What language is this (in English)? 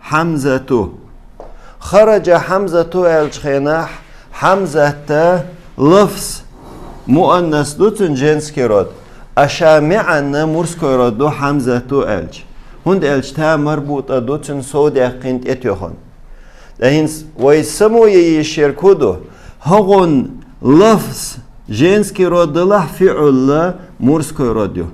Chechen